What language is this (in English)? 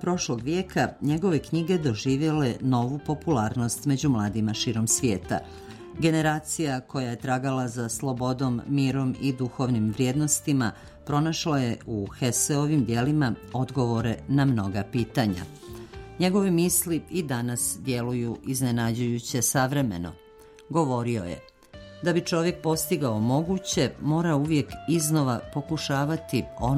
Serbian